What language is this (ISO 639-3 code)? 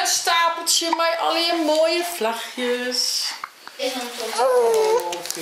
fry